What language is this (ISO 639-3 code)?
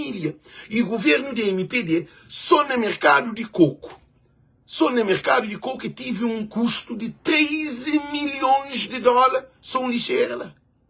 kea